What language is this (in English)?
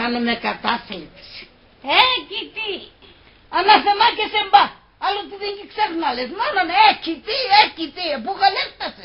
Pontic